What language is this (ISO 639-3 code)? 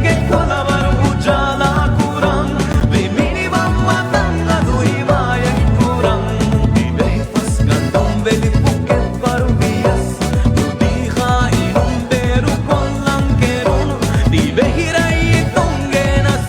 div